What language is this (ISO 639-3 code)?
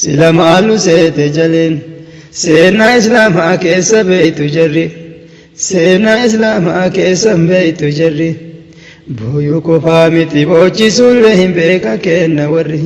orm